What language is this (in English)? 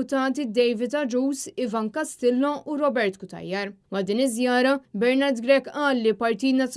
Maltese